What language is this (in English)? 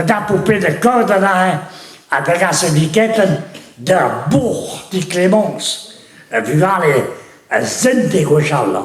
Breton